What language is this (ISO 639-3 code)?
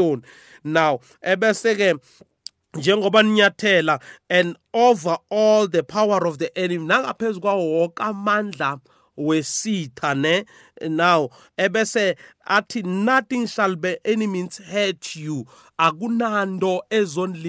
nbl